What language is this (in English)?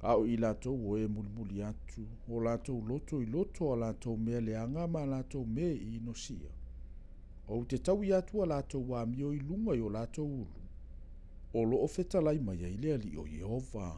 Samoan